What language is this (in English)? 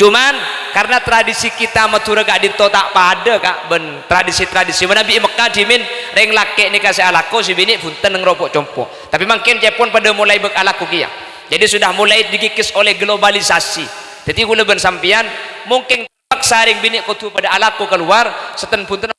Madurese